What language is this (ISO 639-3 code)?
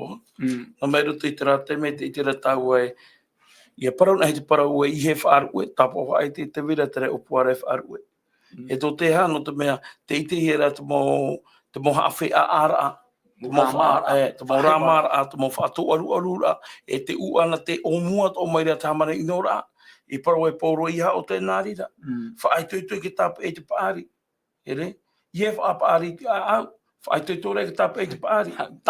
tah